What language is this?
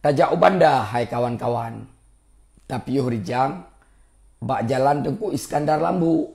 Achinese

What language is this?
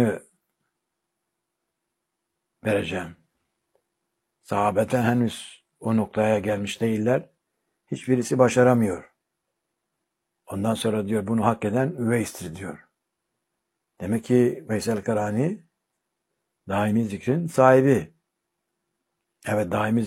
Turkish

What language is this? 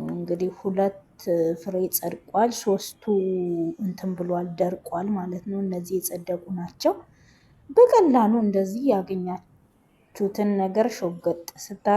Amharic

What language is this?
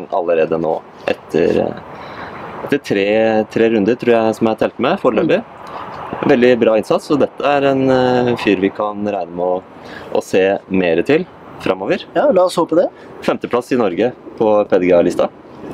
Norwegian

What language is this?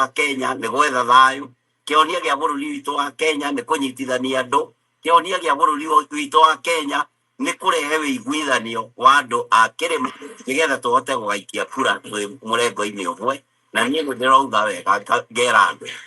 Kikuyu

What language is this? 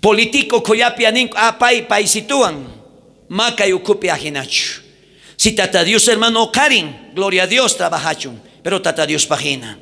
South Bolivian Quechua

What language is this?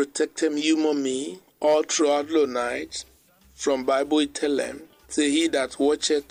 Bislama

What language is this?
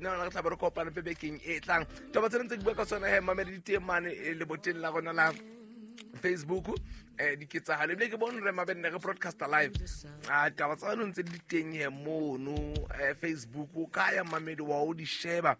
Southern Sotho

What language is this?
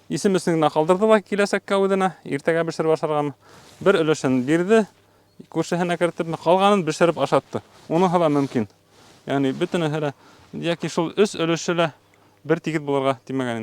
Bashkir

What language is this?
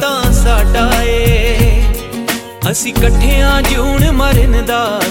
Punjabi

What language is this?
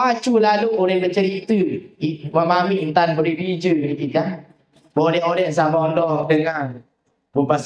Sasak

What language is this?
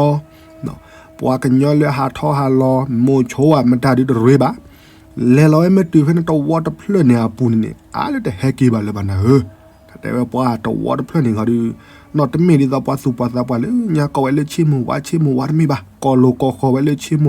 S'gaw Karen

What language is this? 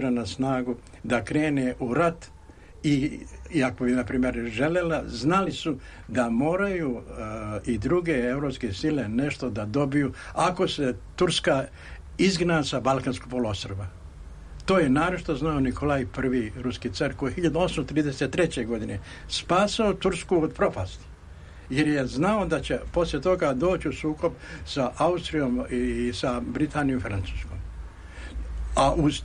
Serbian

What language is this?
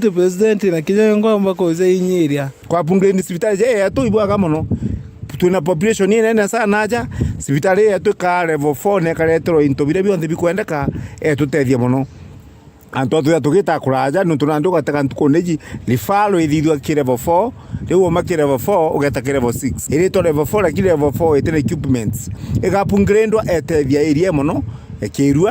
Meru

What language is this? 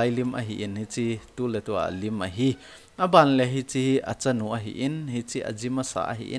Thado Chin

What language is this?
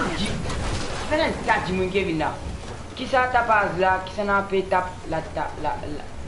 Morisyen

